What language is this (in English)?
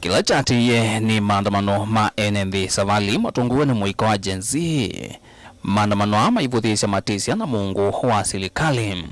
Kamba